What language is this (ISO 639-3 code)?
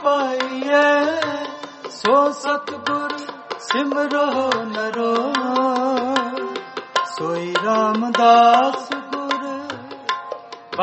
pan